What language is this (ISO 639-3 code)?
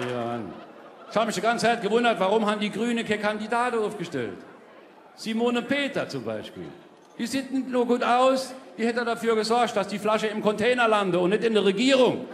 pfl